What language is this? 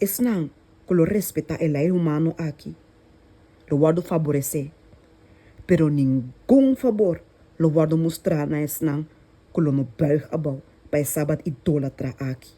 Papiamento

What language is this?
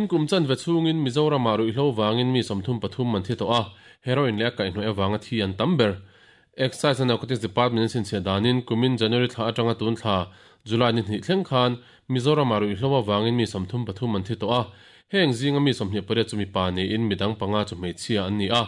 Mizo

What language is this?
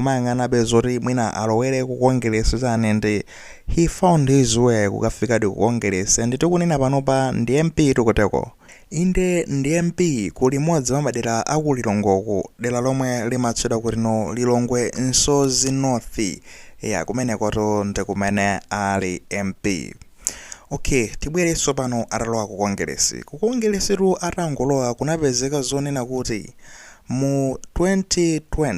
Nyanja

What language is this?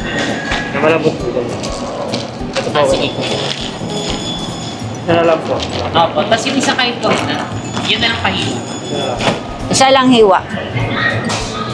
Filipino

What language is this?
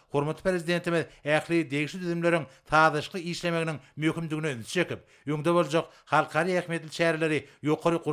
Turkmen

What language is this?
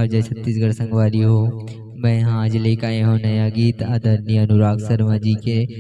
Chhattisgarhi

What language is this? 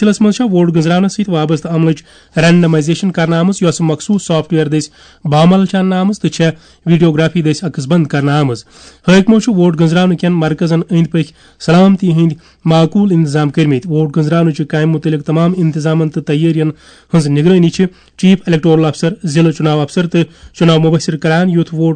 Kashmiri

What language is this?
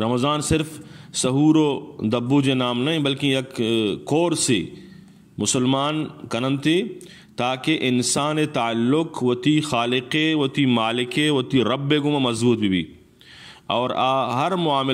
Eastern Balochi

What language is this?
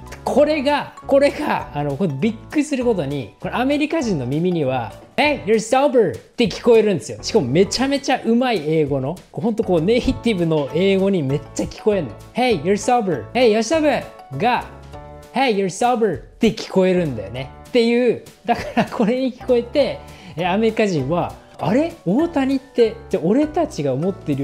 Japanese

